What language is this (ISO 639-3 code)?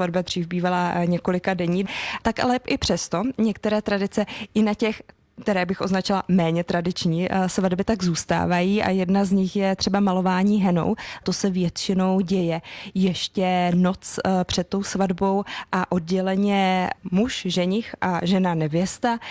ces